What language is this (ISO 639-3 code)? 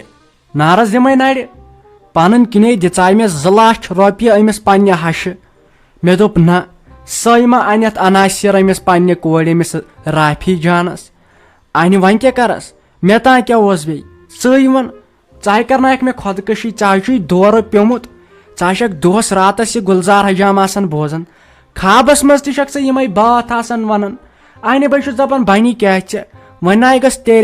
kas